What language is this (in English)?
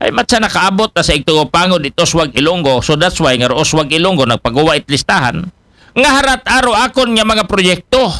Aklanon